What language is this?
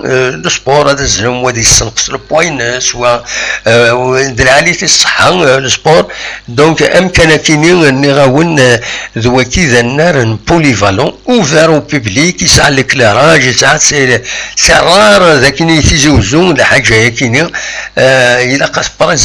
Kabyle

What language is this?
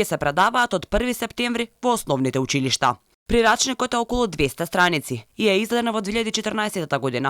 Macedonian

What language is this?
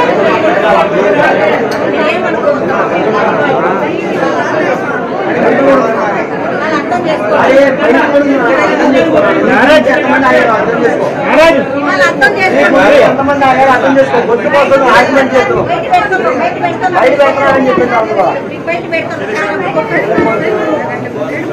Telugu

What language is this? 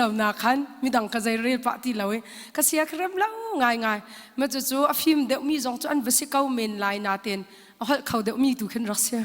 Hakha Chin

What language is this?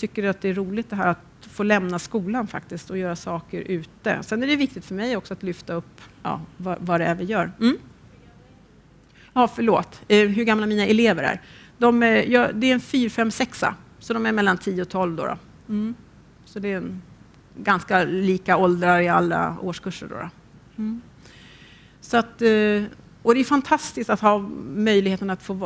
Swedish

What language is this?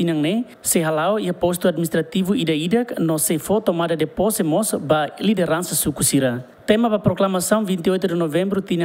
Tetum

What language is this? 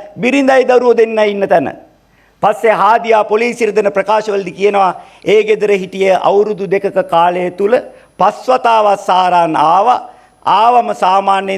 Sinhala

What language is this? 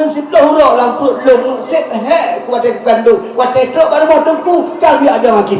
Achinese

